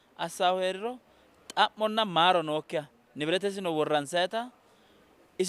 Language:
Sidamo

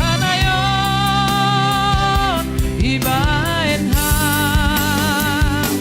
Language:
Batak Simalungun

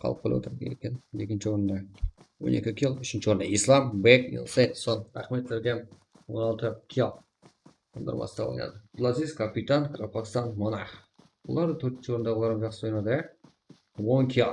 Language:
Kara-Kalpak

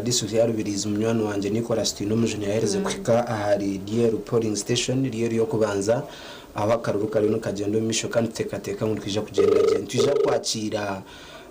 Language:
Nyankole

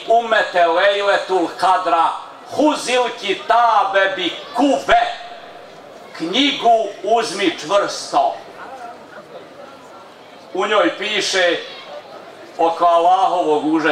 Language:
Bosnian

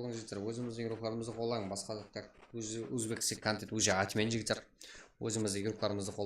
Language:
Kara-Kalpak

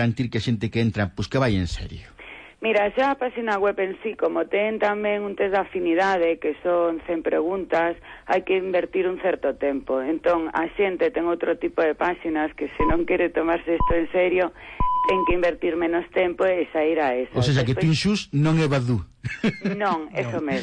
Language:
Galician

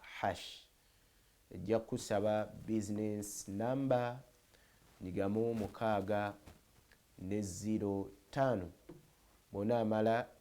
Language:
Ganda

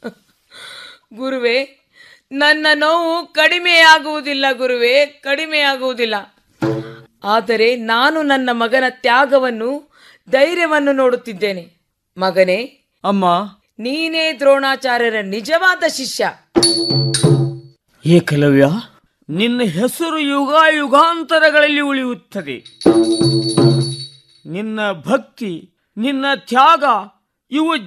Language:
Kannada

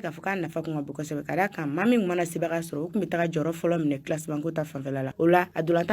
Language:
Bambara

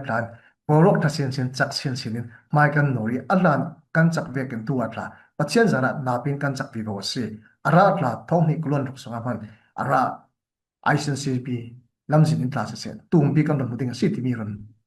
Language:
Falam Chin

